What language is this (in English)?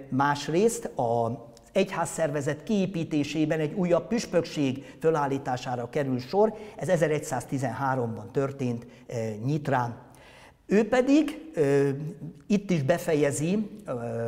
Hungarian